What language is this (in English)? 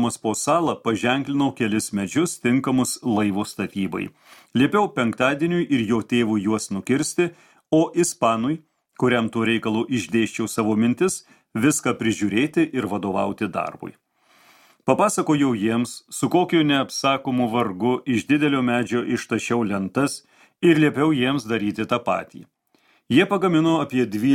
Lithuanian